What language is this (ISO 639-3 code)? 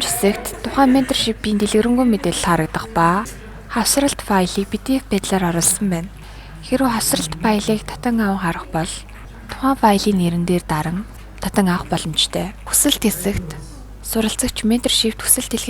mon